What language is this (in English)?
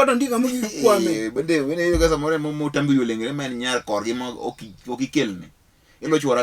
Luo (Kenya and Tanzania)